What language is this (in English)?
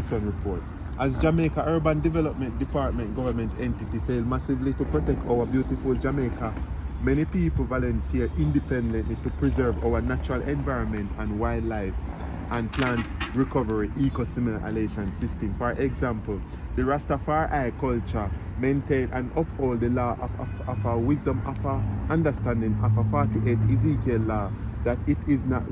Jamaican Creole English